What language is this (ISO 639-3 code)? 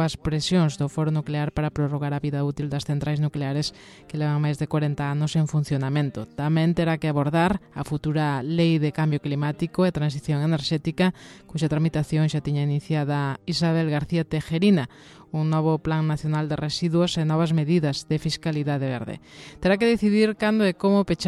glg